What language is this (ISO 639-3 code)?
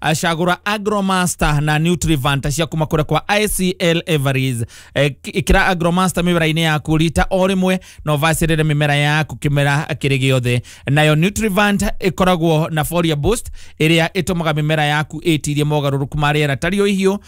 kik